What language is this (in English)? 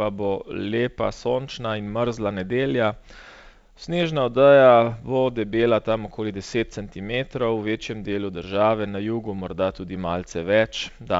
Slovenian